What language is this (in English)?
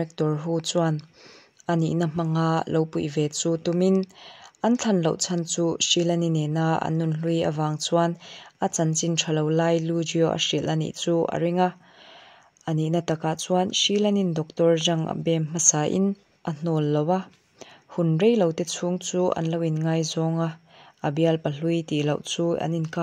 Mizo